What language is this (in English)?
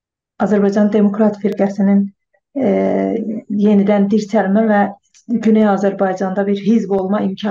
South Azerbaijani